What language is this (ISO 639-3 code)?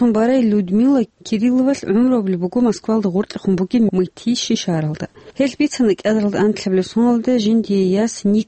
ava